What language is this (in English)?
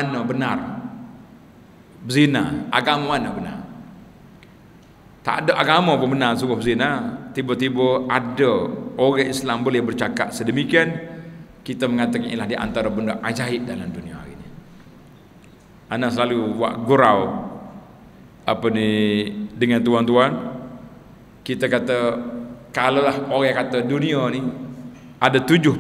Malay